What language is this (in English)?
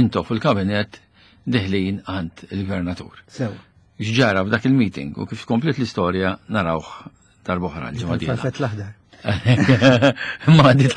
Maltese